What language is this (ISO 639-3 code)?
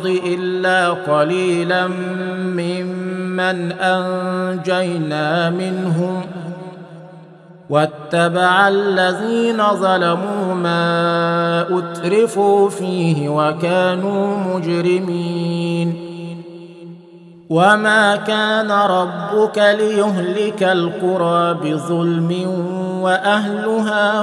ara